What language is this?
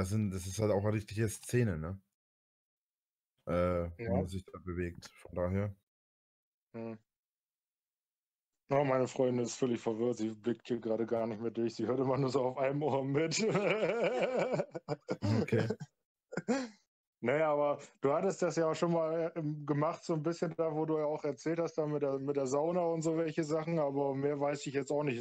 German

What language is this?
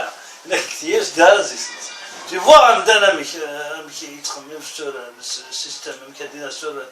Kabyle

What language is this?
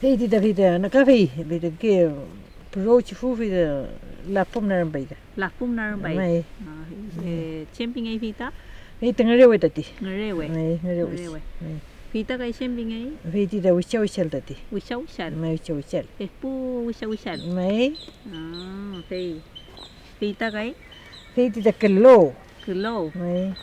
Mapuche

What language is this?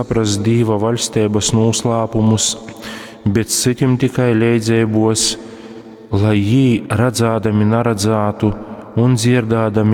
Latgalian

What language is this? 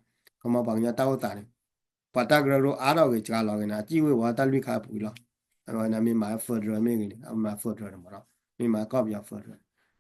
S'gaw Karen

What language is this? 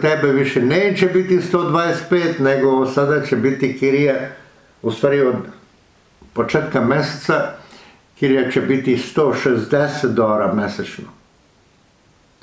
Serbian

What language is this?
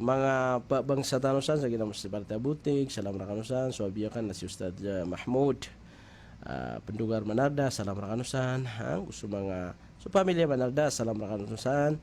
Maranao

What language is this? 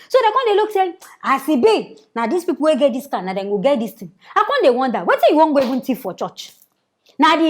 Nigerian Pidgin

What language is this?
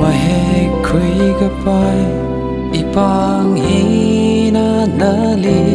Tangkhul Naga (India)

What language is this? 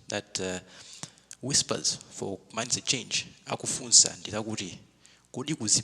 Nyanja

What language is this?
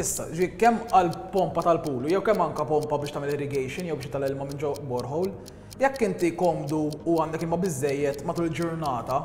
Maltese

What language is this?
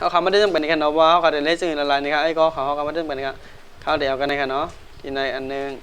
Shan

